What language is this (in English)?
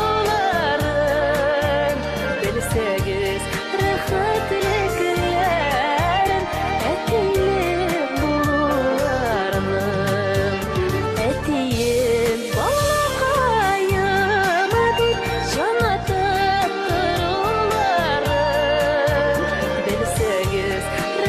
Bashkir